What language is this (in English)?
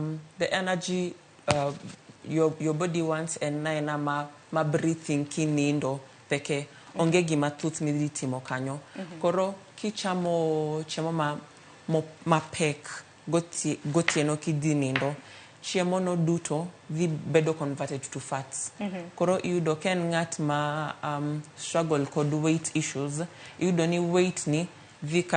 Luo (Kenya and Tanzania)